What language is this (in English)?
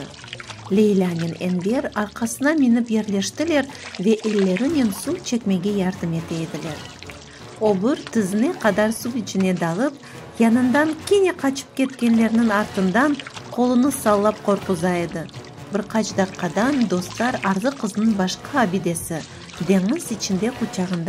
Crimean Tatar